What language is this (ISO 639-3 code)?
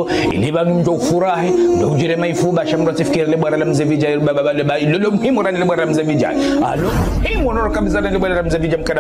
zdj